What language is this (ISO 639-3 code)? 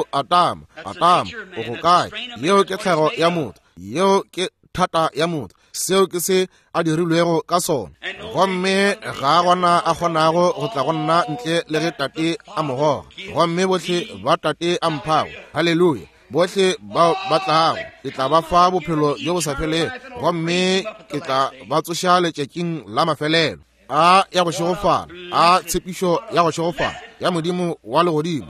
nso